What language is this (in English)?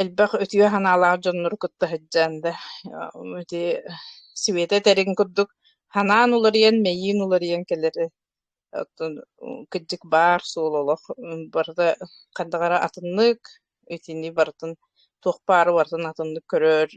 Yakut